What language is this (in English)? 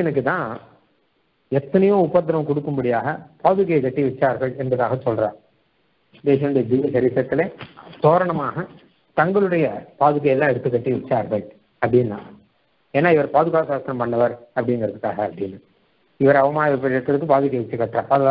Tamil